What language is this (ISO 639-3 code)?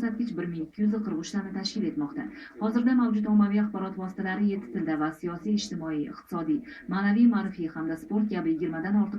uzb